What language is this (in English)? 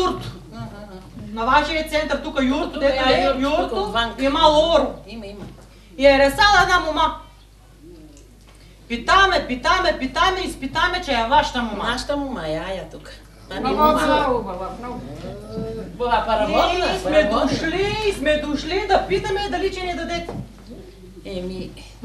Bulgarian